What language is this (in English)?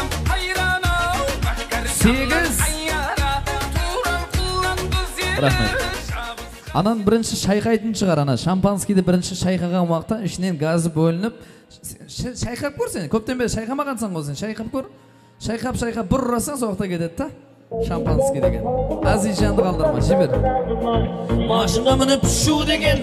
Kara-Kalpak